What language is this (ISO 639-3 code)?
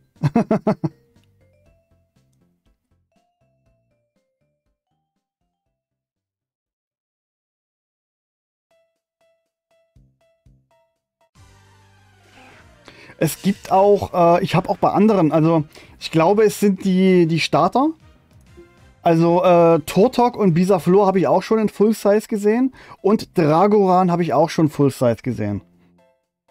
deu